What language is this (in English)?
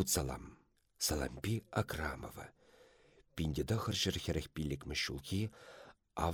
Chuvash